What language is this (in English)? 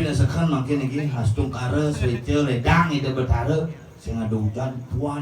Balinese